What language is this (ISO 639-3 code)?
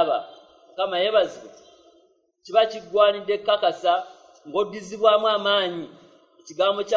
lug